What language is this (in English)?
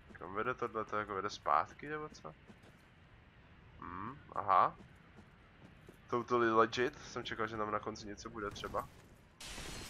Czech